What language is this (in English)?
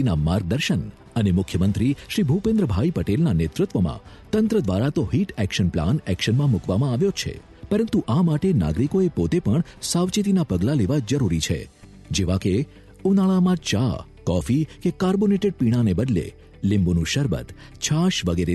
Gujarati